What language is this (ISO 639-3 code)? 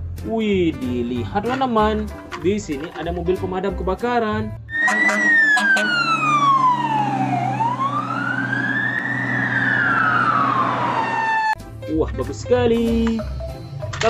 ind